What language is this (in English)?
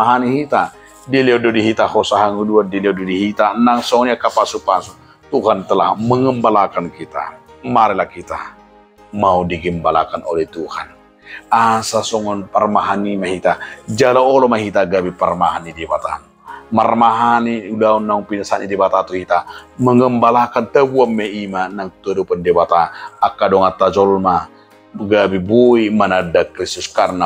Batak Toba